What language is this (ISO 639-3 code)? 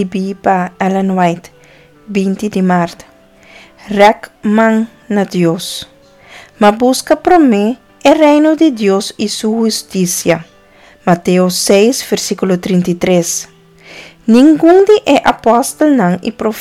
pap